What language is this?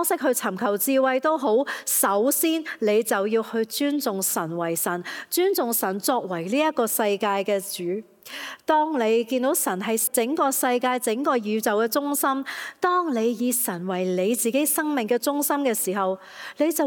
Cantonese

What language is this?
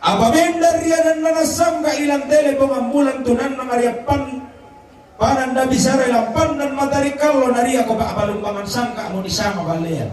Toraja-Sa'dan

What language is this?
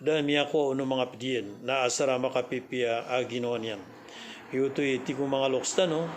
Maranao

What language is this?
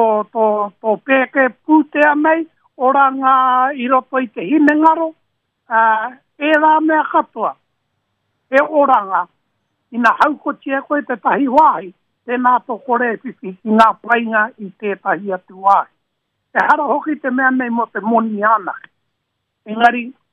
Māori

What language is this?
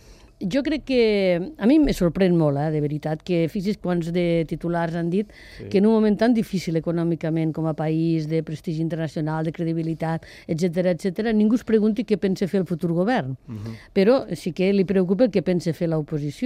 Catalan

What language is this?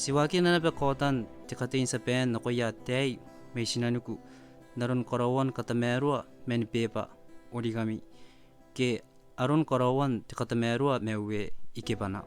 Gilbertese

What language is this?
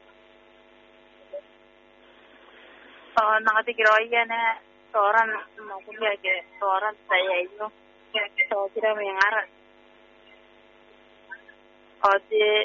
Gilbertese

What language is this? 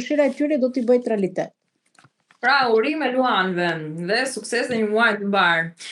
Albanian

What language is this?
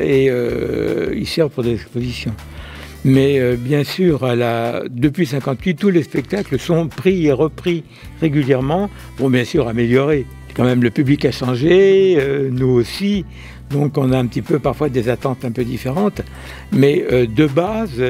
French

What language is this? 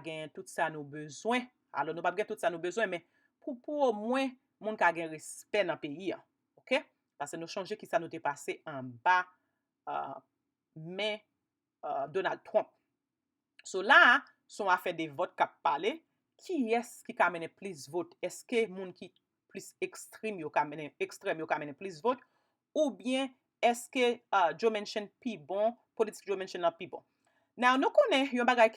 Haitian Creole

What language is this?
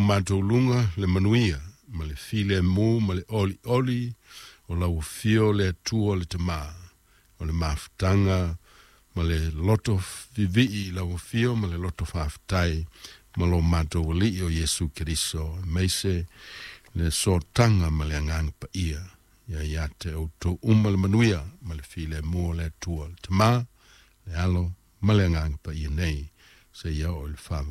Samoan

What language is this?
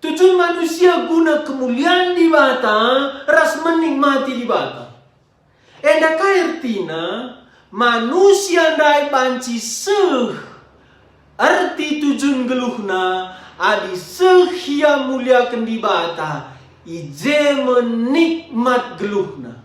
Batak Karo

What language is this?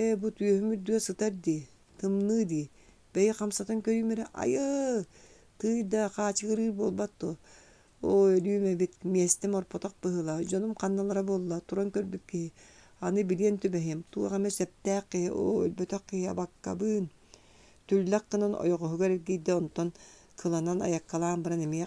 Yakut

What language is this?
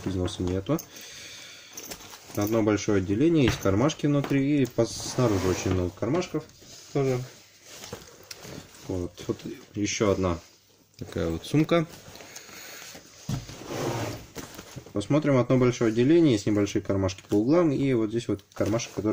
Russian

